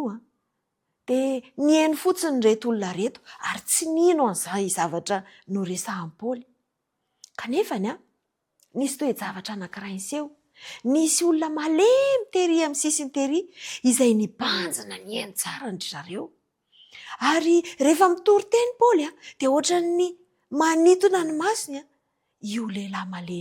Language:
Malagasy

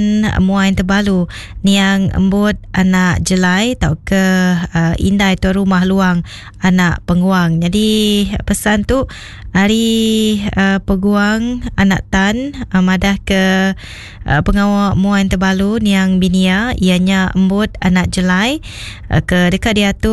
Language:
Iban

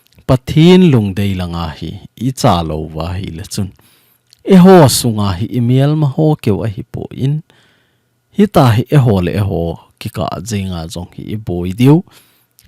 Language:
Thado Chin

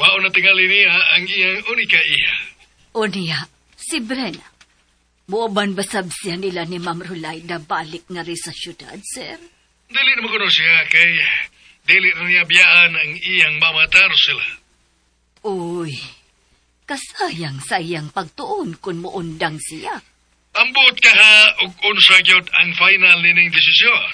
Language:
Cebuano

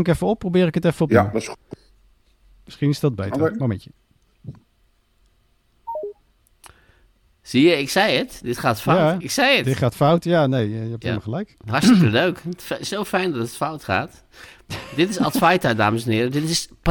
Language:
Dutch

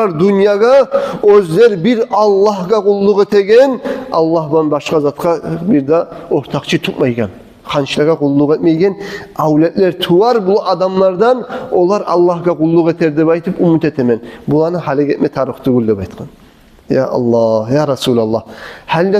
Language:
Kumyk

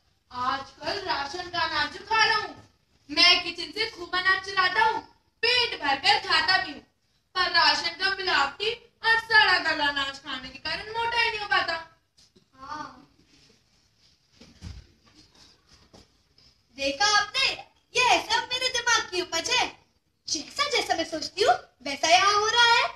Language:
Hindi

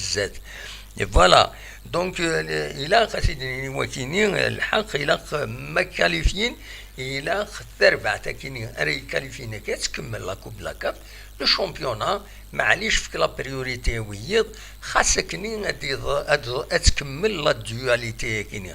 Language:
Kabyle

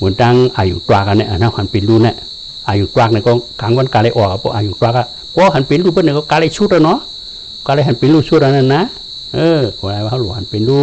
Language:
Shan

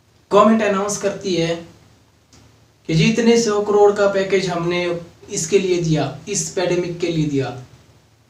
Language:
Hindi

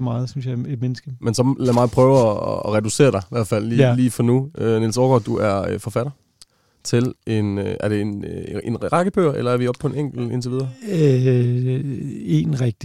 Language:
Danish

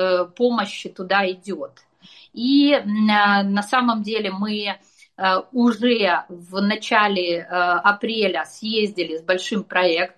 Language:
Russian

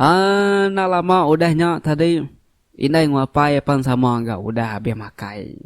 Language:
Iban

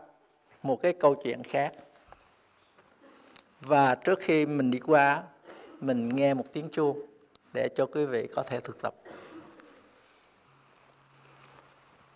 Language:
Vietnamese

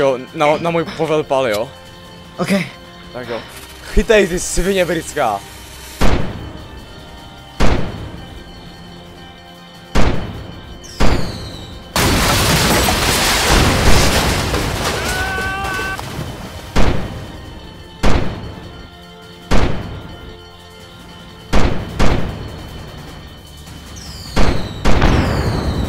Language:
Czech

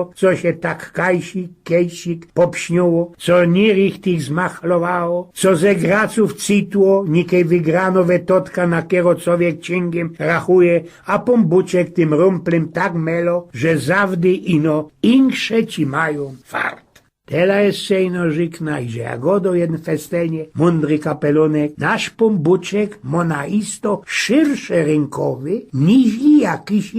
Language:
Silesian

